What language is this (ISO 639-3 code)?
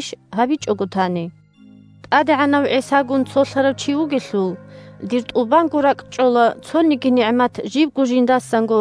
ava